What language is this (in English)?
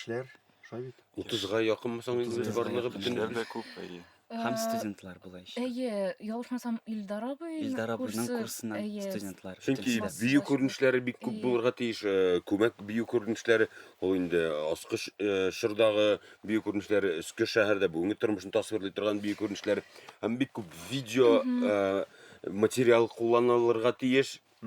Tatar